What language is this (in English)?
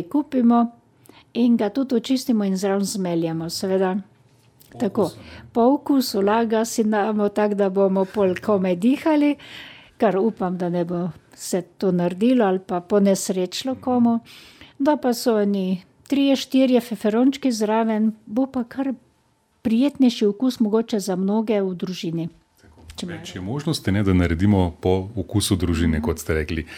Slovenian